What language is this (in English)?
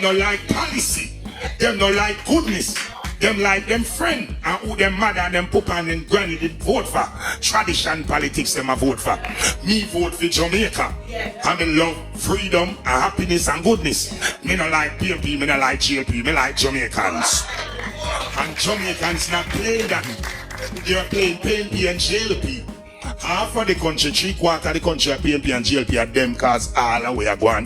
Jamaican Creole English